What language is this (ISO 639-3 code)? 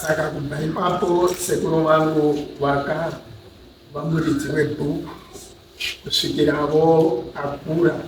sna